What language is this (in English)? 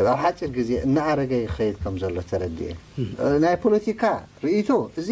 Tigrinya